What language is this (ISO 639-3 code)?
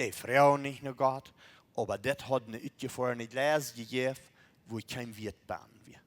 pdt